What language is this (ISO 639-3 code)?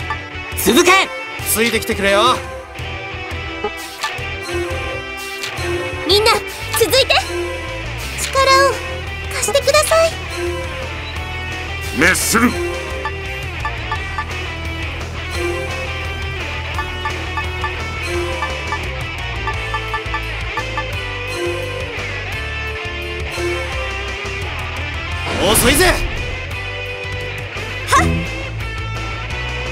jpn